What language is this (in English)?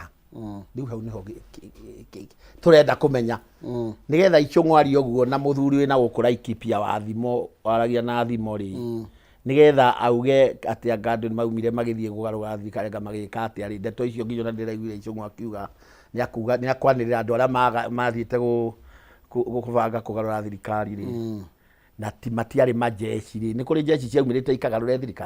Kikuyu